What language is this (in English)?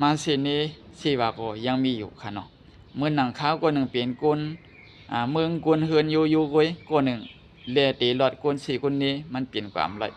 Shan